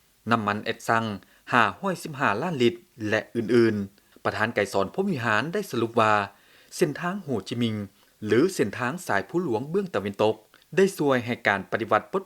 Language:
Lao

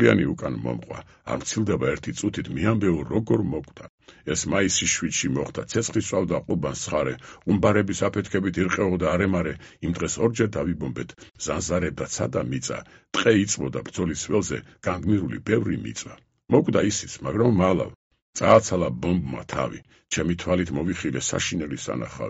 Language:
Georgian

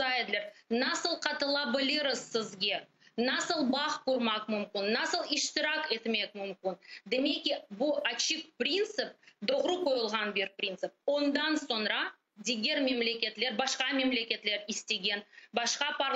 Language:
Crimean Tatar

